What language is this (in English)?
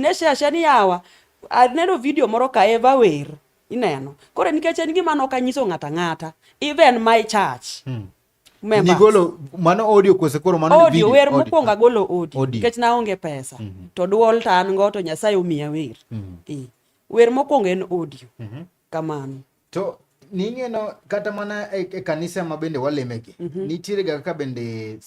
Luo (Kenya and Tanzania)